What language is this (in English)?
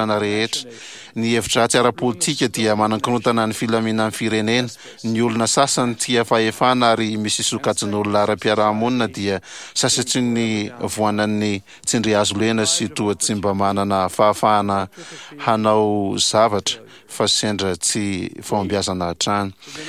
Malagasy